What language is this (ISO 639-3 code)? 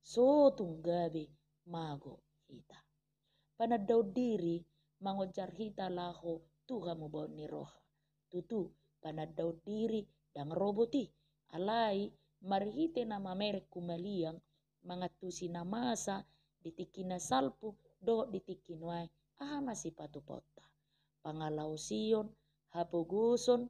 bbc